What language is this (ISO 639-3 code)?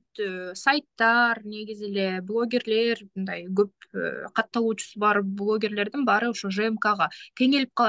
kir